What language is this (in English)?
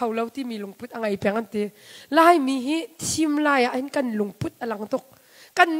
Hakha Chin